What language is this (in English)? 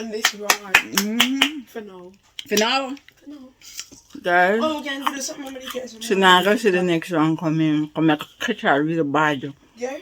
Jamaican Creole English